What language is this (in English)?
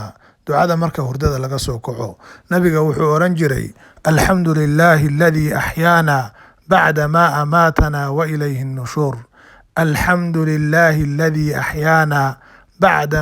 Somali